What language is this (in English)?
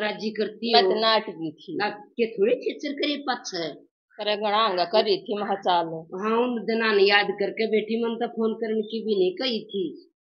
Haryanvi